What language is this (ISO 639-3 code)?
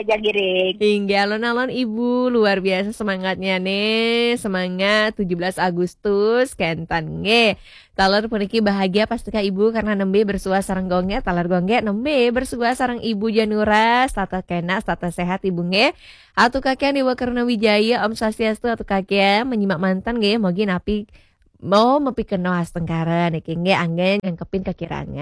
ban